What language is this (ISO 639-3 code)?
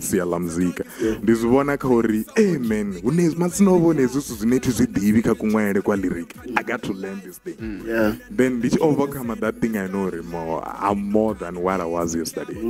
ven